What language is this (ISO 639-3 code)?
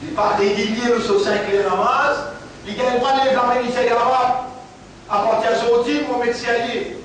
mfe